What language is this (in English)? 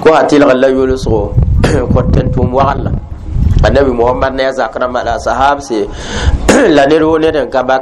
Mossi